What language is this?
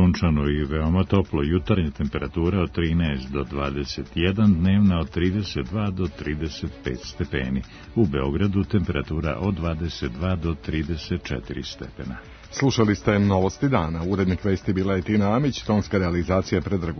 Serbian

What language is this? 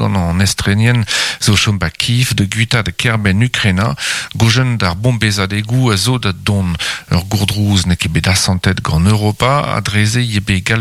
Breton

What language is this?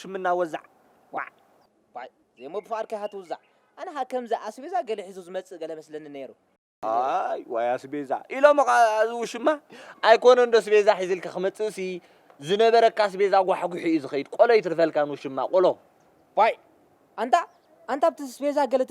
Tigrinya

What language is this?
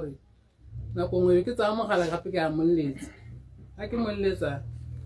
Tswana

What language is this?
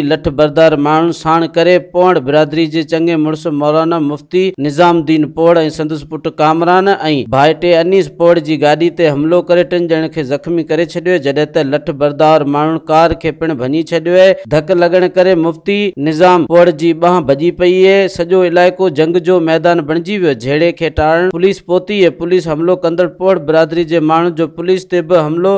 Sindhi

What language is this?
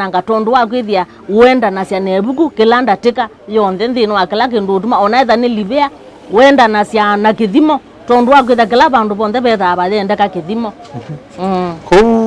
Kamba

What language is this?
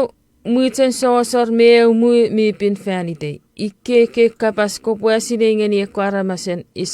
Chuukese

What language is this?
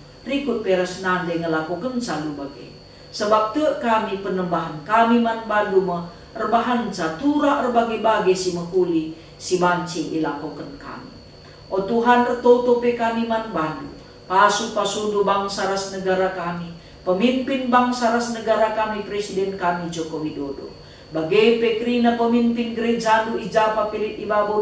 Batak Karo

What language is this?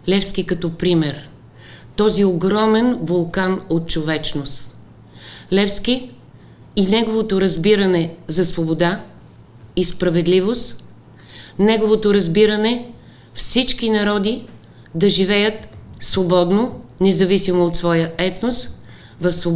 Bulgarian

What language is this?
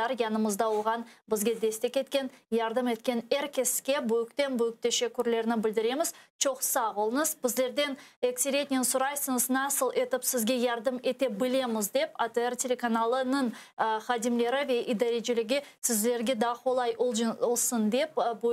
Crimean Tatar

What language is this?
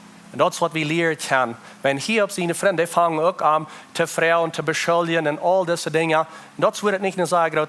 Plautdietsch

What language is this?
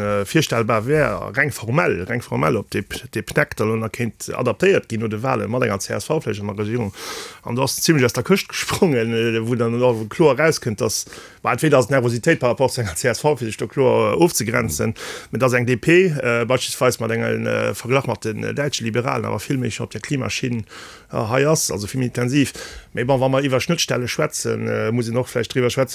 Luxembourgish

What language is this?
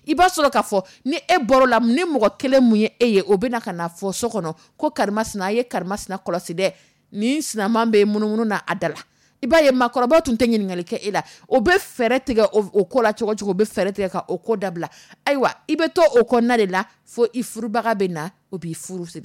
Dyula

